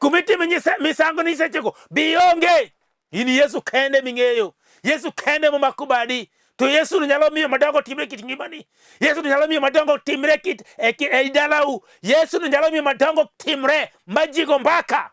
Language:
Luo (Kenya and Tanzania)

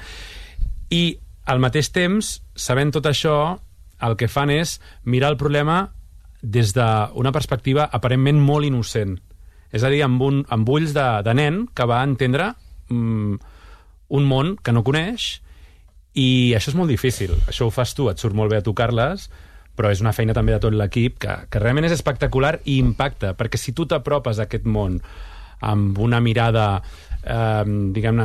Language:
Catalan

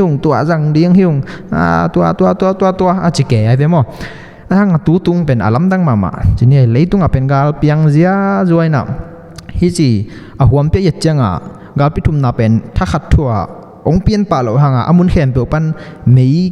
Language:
Tedim Chin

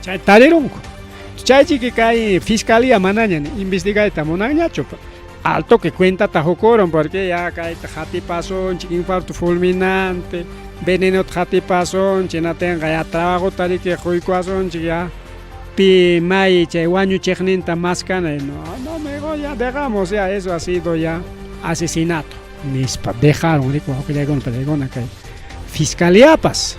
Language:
Ayacucho Quechua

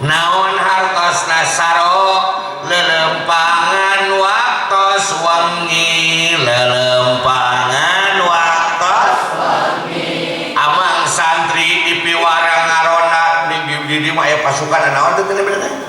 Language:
Sundanese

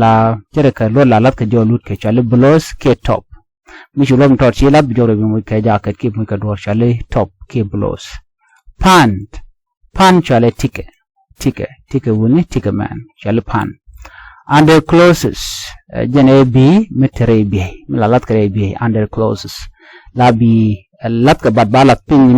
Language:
Nuer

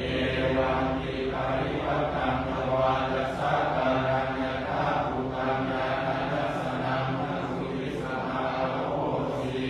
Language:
Pali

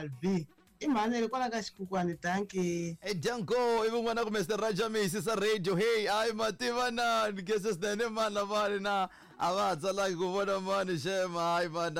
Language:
Tsonga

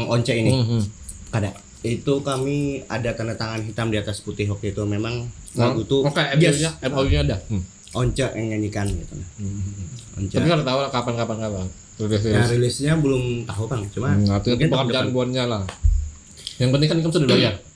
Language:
Banjar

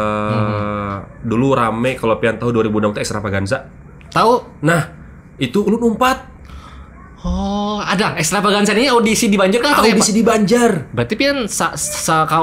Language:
Banjar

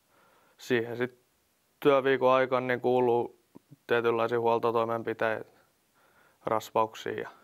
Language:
Finnish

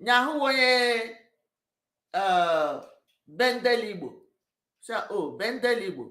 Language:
Igbo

